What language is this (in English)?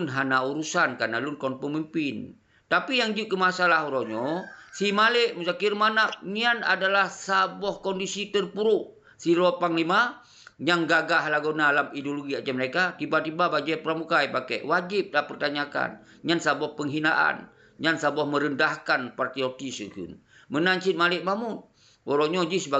Achinese